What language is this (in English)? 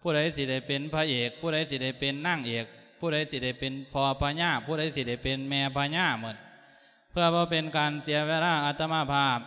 Lao